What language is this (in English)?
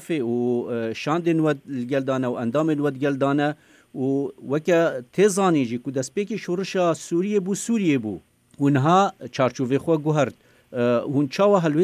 Kurdish